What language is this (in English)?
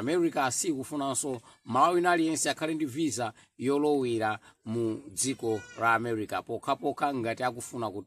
Nyanja